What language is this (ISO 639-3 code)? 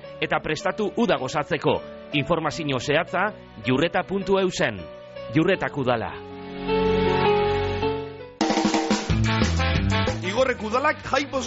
eus